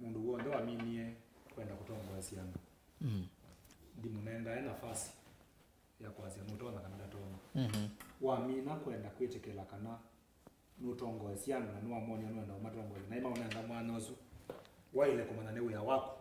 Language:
Kamba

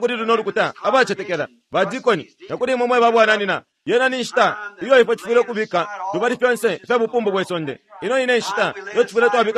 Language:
Bemba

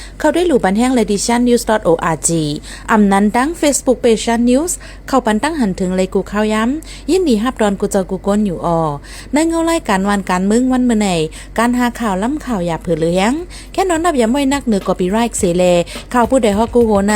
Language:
Shan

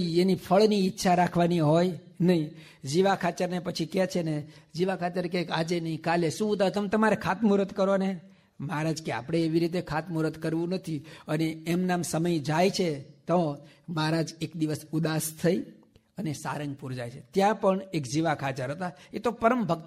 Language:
Gujarati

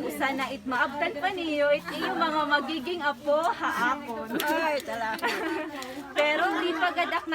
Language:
Waray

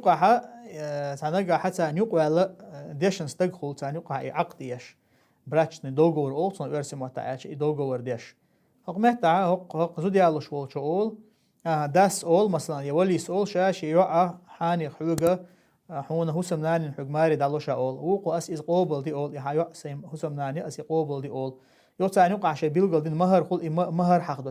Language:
Chechen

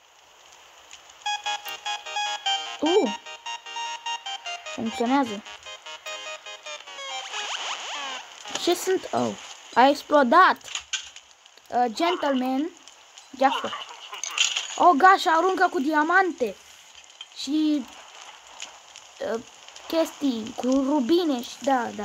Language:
Romanian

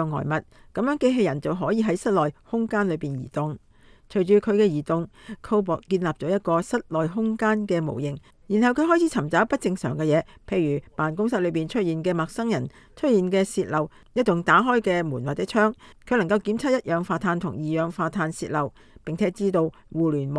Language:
Cantonese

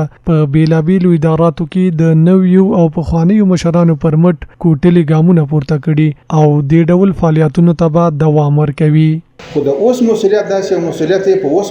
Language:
Pashto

